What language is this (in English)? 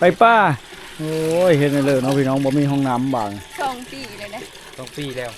Lao